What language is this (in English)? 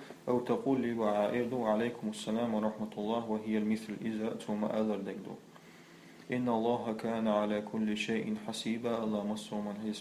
Chechen